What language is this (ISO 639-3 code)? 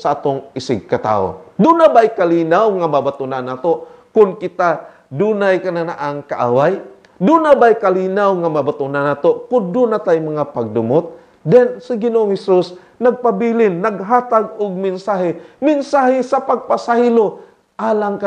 ceb